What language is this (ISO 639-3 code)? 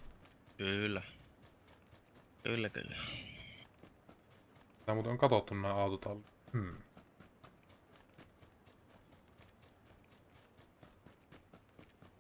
fin